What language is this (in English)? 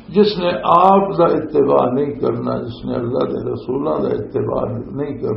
Western Panjabi